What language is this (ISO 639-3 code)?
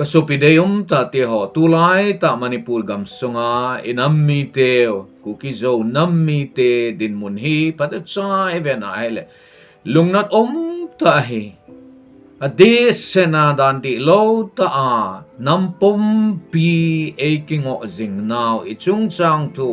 tcz